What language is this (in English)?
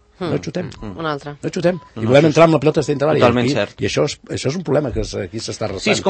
Catalan